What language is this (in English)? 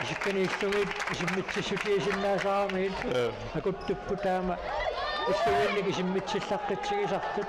Kalaallisut